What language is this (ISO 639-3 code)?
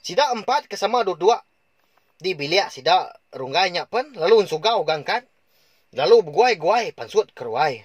iba